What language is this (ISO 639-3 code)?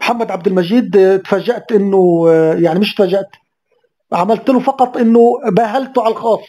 arz